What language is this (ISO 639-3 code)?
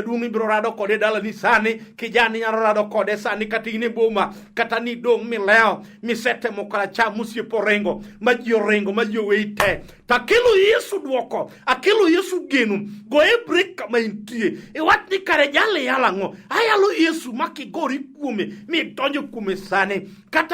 luo